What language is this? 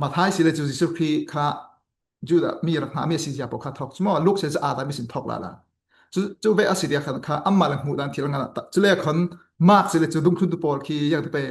Falam Chin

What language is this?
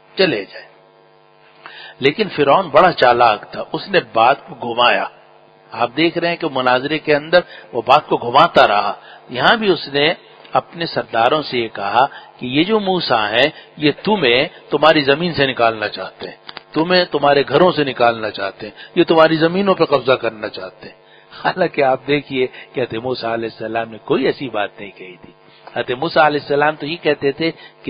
Urdu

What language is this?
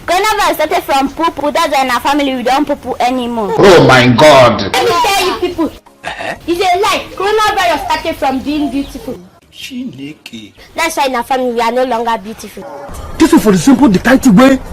Nigerian Pidgin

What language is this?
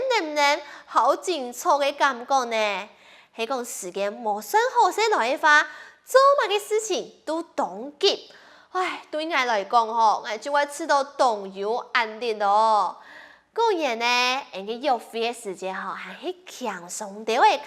Hakka Chinese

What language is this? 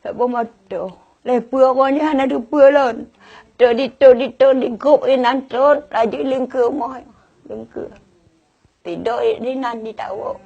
Achinese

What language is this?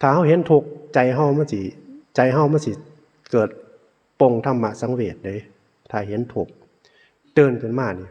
Northeastern Thai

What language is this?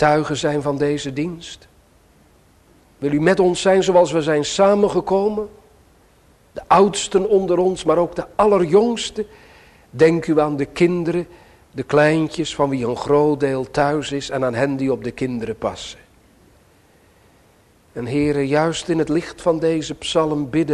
Dutch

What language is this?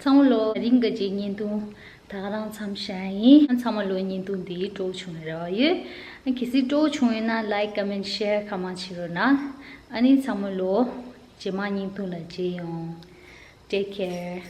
Tibetan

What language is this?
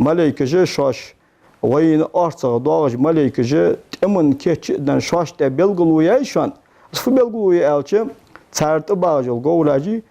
Ingush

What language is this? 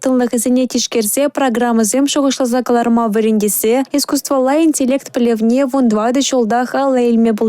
Chuvash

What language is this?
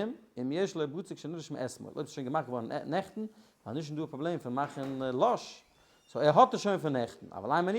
Yiddish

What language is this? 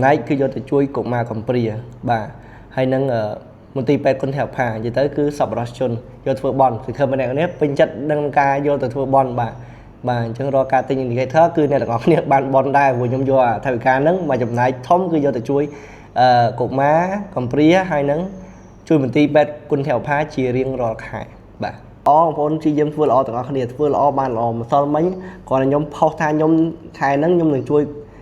Khmer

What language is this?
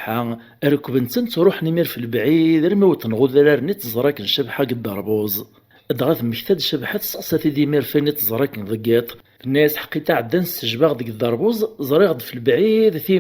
Kabyle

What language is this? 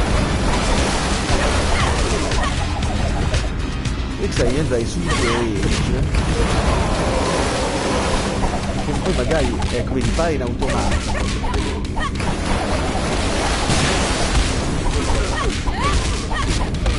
Italian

